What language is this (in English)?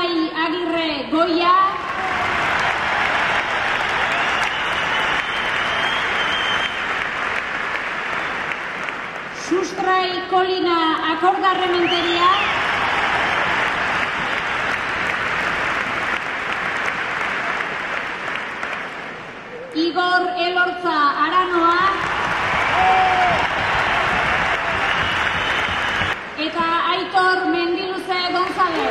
Basque